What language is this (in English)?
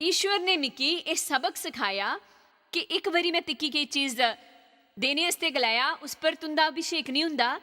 Dogri